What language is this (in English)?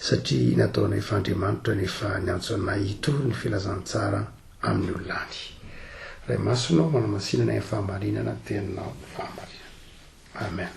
Malagasy